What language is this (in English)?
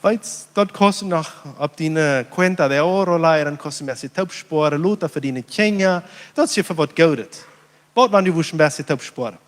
Plautdietsch